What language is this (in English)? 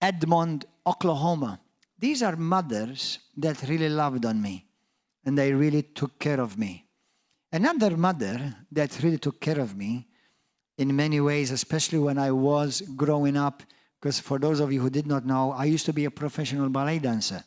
English